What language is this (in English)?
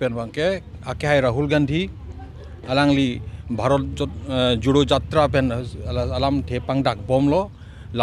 Karbi